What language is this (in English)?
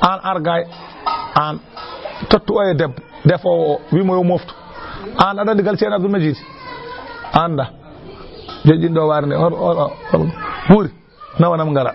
Fula